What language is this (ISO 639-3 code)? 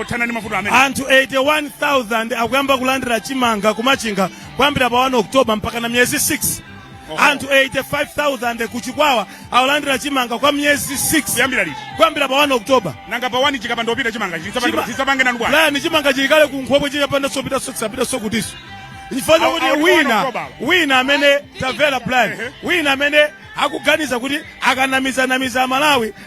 nya